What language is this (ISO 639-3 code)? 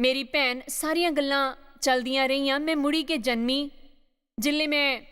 doi